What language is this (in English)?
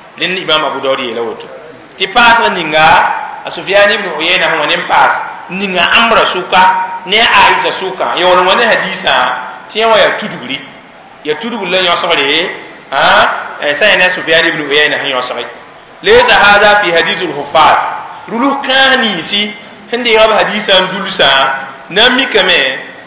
Mossi